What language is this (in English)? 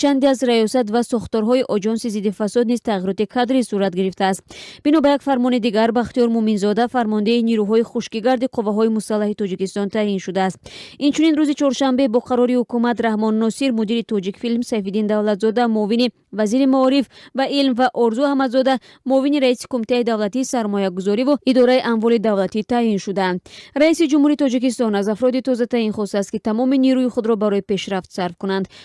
Tajik